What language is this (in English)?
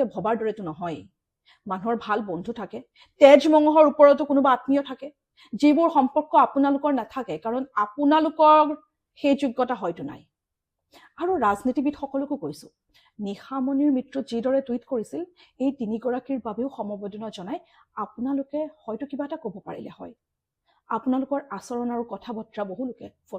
Assamese